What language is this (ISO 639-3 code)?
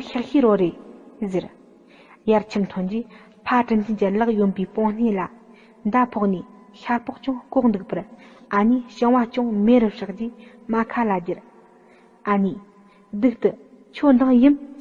bod